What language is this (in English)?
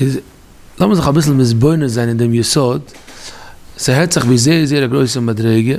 Yiddish